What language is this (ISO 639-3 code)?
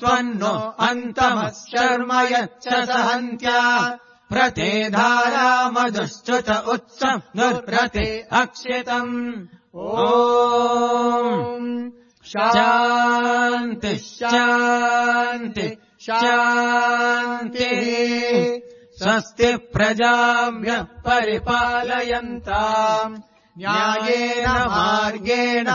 san